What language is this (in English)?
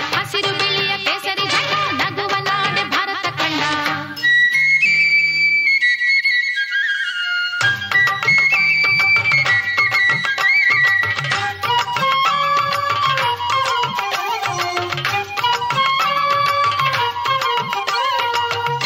Kannada